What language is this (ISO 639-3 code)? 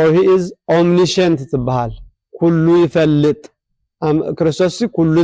tir